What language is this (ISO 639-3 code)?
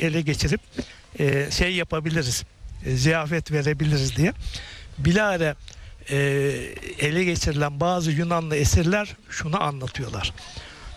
tur